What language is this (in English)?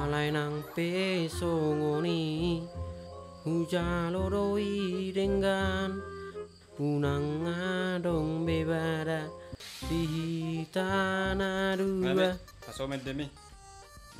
Batak Toba